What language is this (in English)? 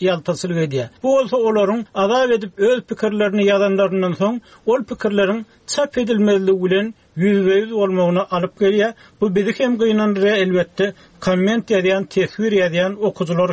Turkmen